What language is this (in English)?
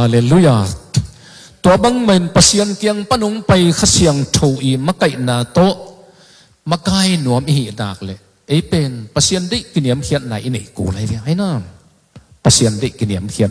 Tedim Chin